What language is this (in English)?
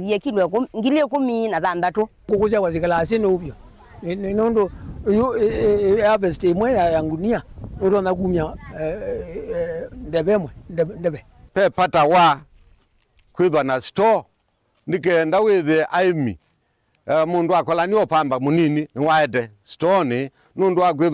Kamba